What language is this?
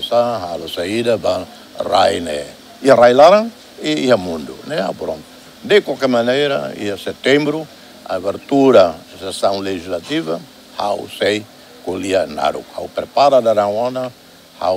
Tetum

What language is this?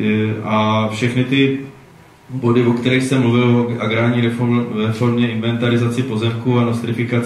Czech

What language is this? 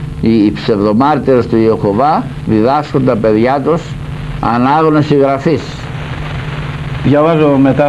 Greek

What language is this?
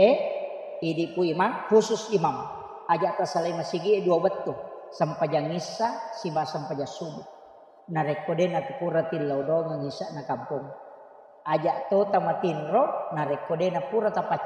Buginese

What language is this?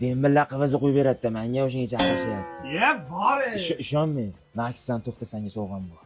Uzbek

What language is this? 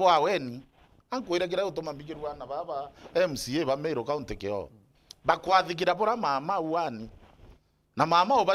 Meru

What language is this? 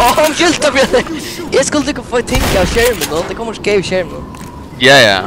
Faroese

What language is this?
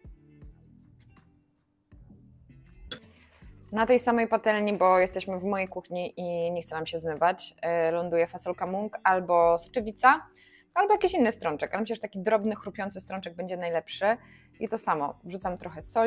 Polish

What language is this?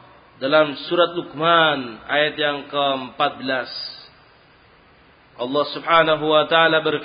Indonesian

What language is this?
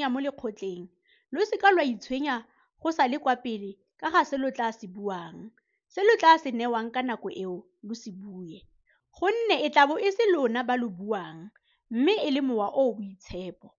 Tswana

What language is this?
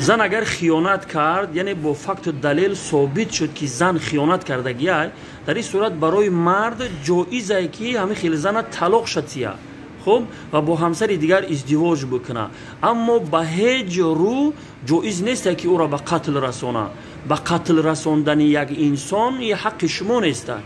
Tajik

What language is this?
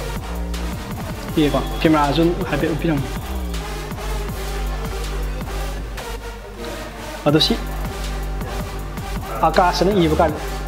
Manipuri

